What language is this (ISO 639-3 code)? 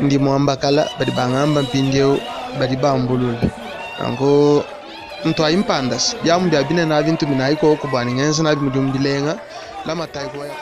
lua